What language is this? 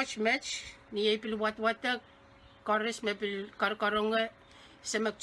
Pohnpeian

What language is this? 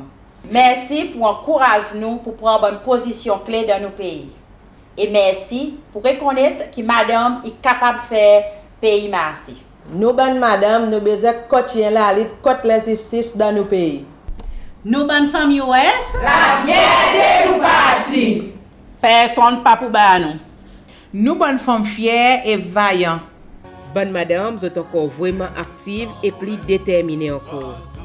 Seselwa Creole French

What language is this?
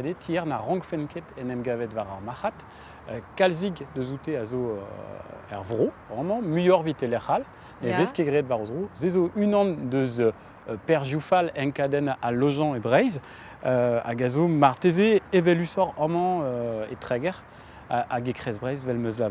Breton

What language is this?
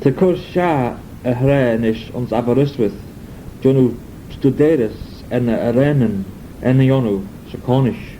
Manx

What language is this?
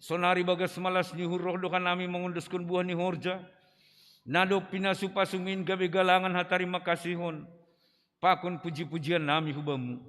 Batak Simalungun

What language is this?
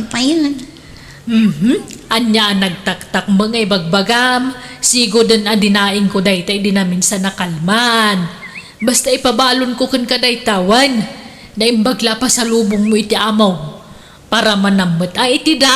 Iloko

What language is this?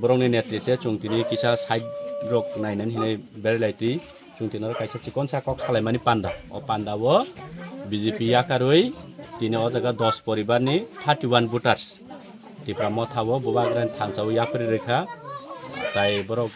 Kok Borok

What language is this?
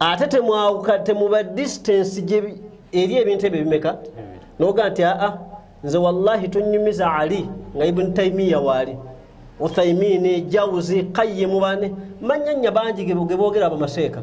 Ganda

